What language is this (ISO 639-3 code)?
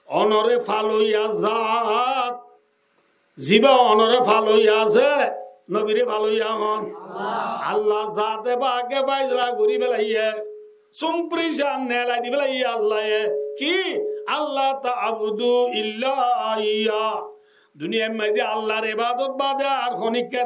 rhg